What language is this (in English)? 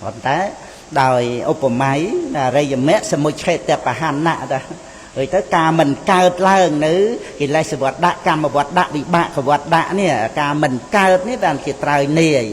Khmer